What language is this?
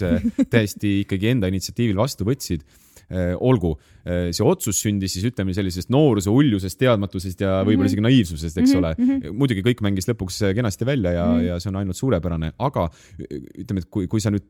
Estonian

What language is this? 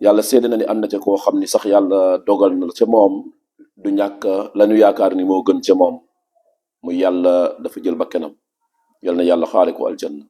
Wolof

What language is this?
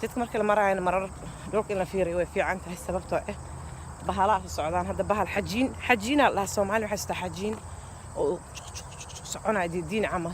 Somali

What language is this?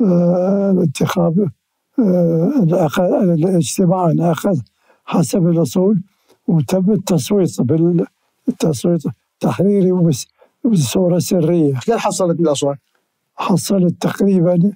Mesopotamian Arabic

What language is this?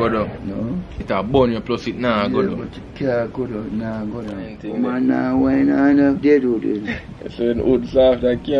Jamaican Creole English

